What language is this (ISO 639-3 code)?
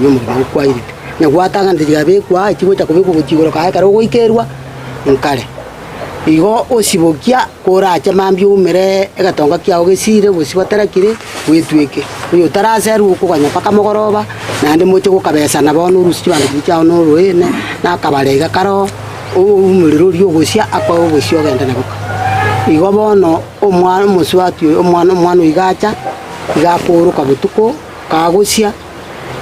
guz